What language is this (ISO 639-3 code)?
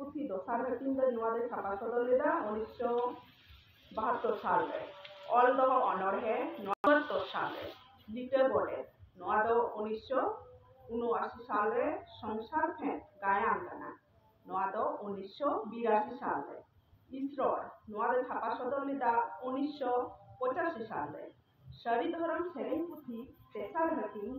sat